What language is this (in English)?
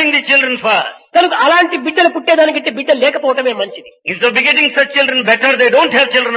Telugu